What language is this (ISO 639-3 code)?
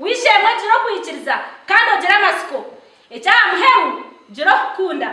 nyn